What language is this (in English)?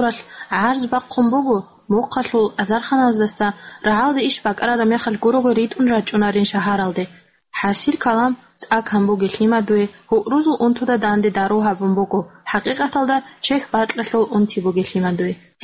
Avaric